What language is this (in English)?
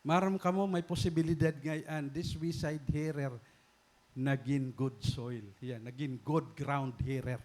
Waray